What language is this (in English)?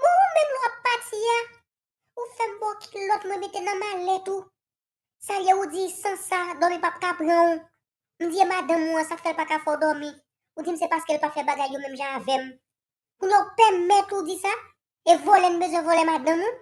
Haitian Creole